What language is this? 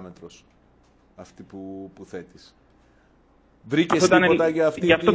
Greek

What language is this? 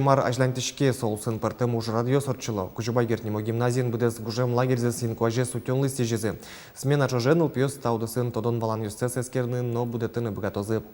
Udmurt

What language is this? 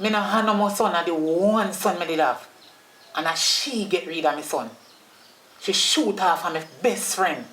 Jamaican Creole English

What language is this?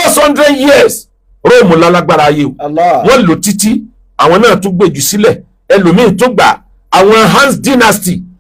Yoruba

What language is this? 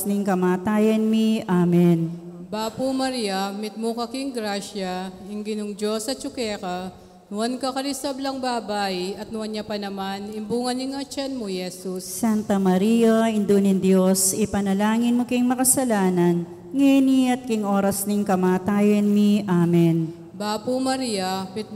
Pampanga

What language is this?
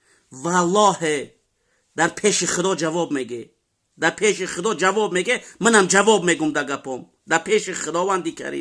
Tajik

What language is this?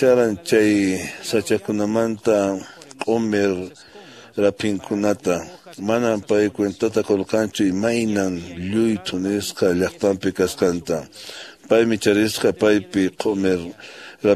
Quechua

